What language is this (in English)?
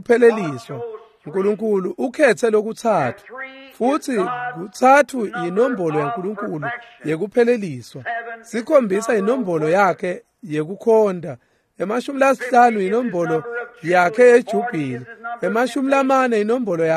Swati